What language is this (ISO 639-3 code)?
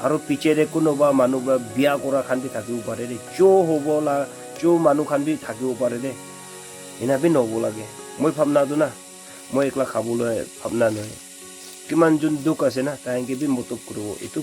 nag